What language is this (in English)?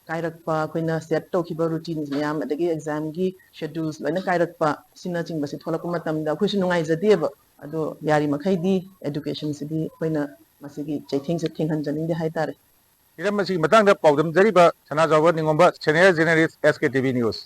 Manipuri